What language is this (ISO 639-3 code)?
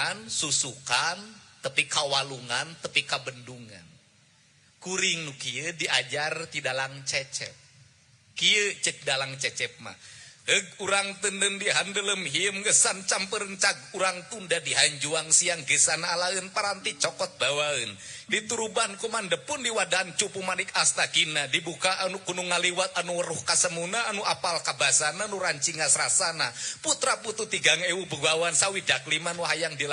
sun